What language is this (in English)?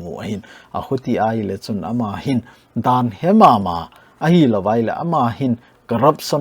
Thado Chin